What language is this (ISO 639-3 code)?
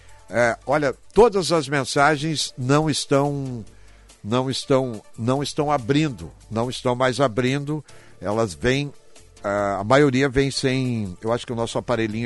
por